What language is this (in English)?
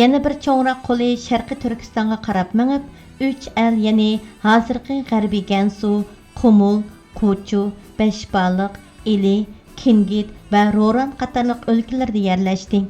Uyghur